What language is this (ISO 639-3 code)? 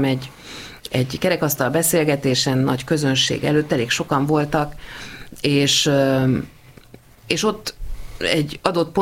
hun